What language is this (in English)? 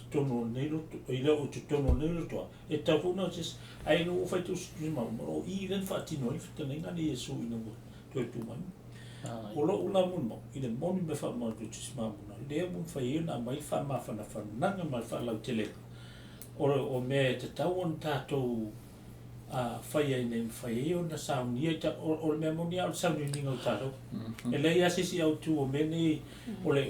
Samoan